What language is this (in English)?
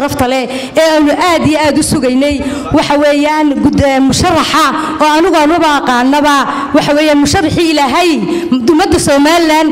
Somali